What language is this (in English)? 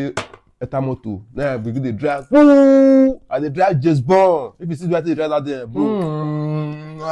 Nigerian Pidgin